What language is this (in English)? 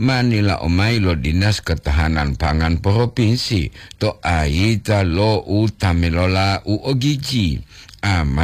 Gorontalo